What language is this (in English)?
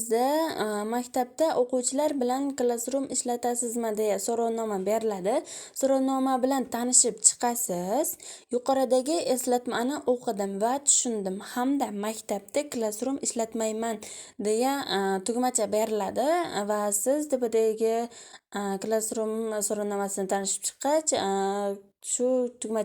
Uzbek